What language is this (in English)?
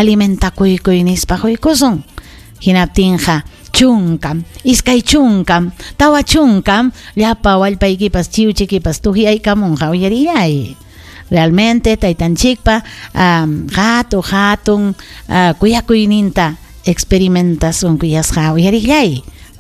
Ayacucho Quechua